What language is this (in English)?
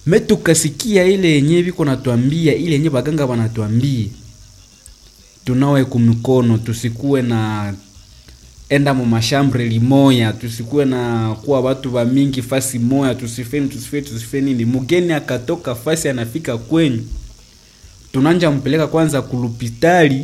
Swahili